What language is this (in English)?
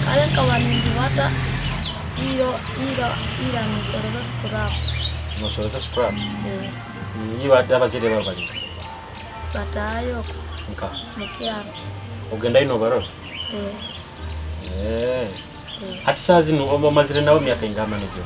Nyoro